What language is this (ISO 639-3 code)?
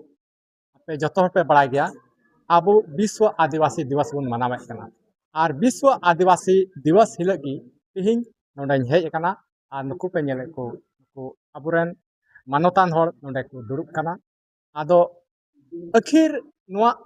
sat